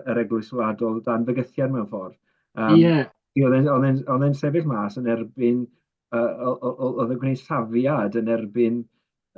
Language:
Welsh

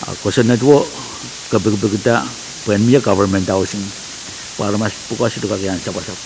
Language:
Pohnpeian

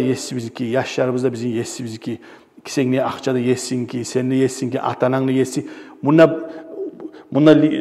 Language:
Kumyk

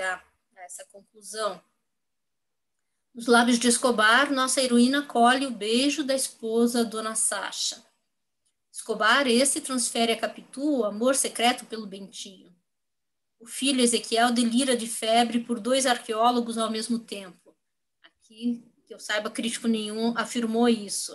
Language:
Portuguese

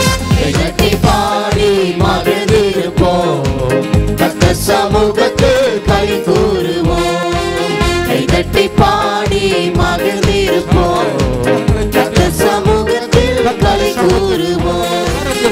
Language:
Tamil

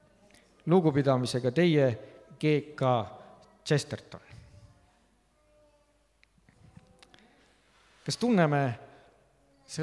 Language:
Estonian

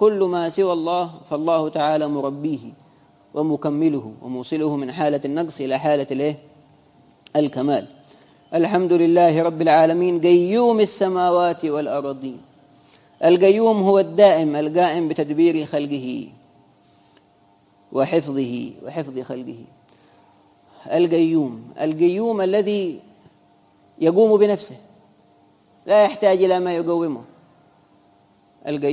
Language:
Arabic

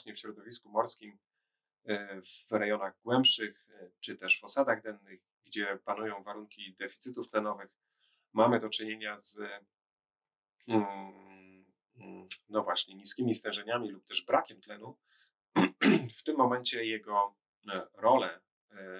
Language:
Polish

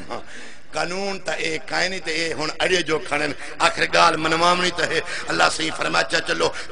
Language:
Saraiki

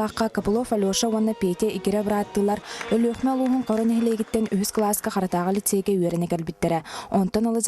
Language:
Yakut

